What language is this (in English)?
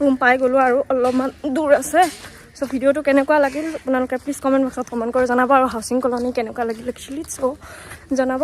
Assamese